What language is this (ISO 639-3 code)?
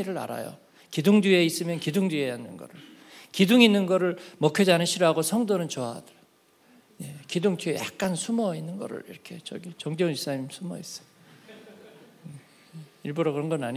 kor